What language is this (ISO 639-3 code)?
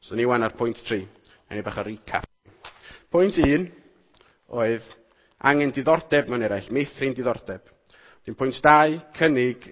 cym